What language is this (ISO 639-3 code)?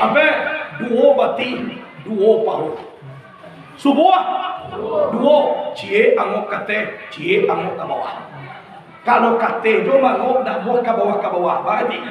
min